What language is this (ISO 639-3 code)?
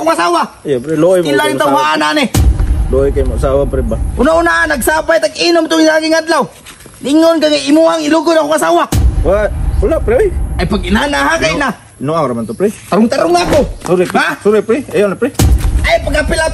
ceb